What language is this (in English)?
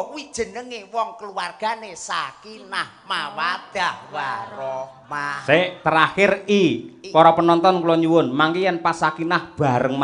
Javanese